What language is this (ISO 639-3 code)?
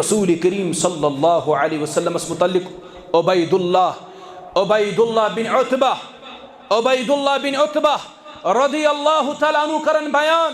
kas